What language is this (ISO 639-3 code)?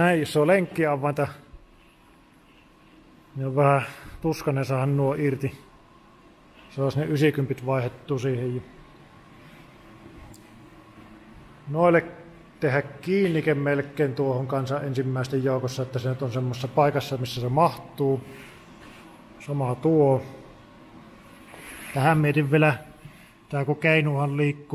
fin